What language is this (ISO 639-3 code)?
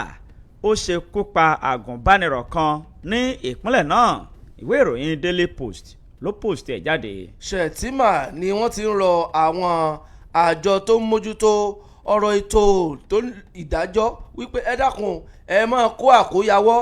yor